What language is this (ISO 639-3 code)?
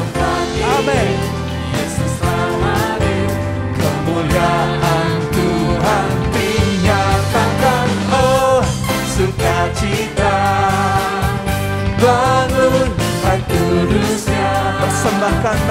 ind